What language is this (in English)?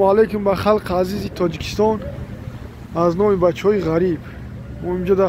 Tajik